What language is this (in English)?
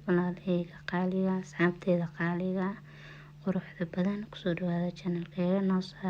Somali